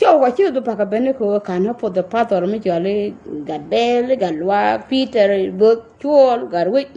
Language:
Nuer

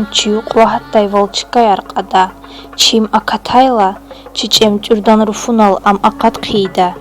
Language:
Lezghian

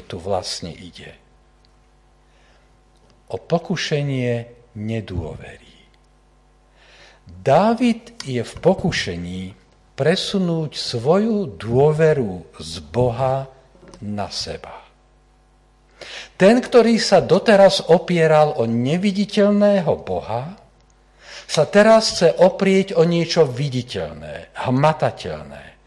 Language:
Slovak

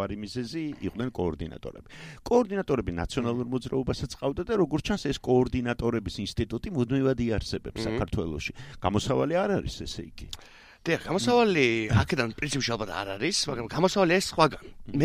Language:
Georgian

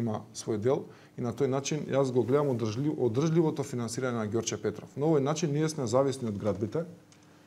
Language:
Macedonian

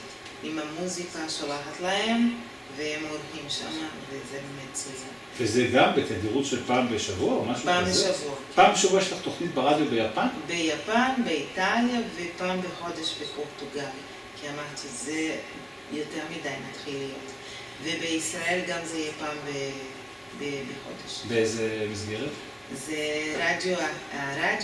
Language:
Hebrew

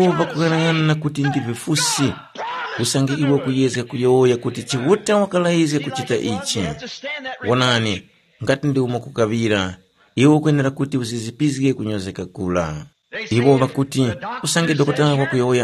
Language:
Tumbuka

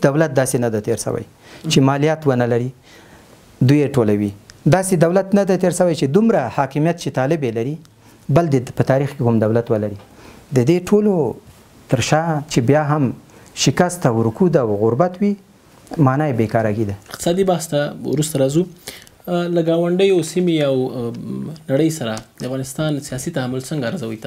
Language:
Pashto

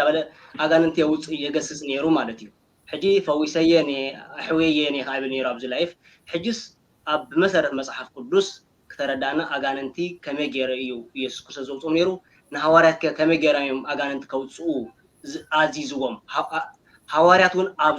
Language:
Tigrinya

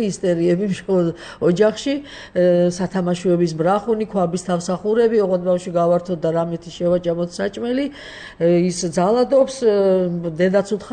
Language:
Georgian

